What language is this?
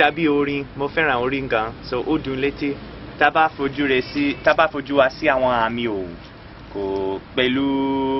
Yoruba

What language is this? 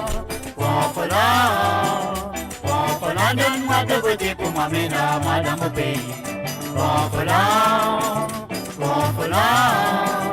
Morisyen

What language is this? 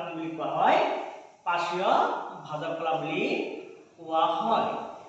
Assamese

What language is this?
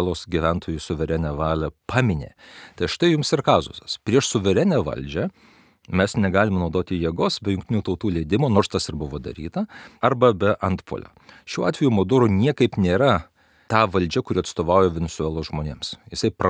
Lithuanian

